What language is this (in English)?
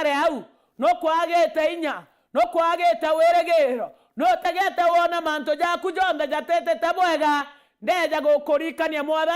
Meru